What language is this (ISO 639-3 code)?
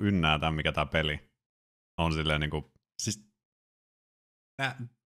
fin